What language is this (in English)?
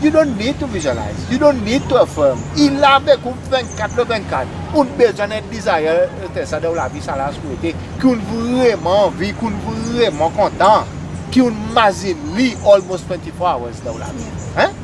Seselwa Creole French